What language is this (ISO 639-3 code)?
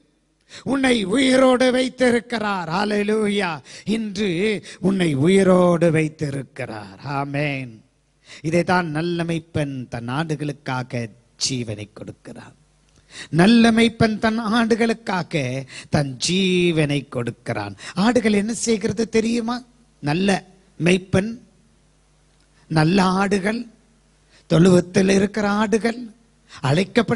tam